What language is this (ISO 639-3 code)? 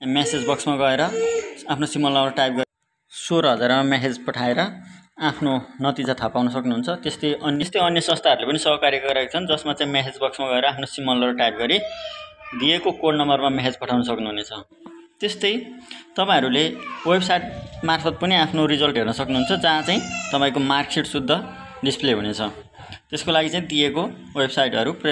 nep